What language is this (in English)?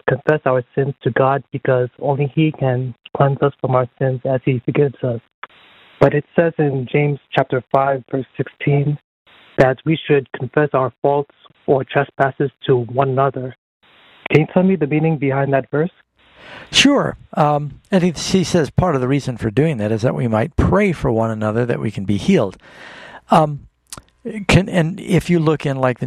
English